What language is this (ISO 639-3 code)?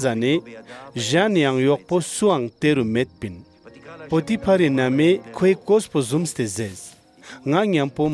lbj